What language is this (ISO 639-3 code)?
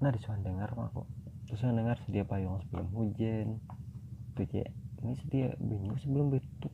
bjn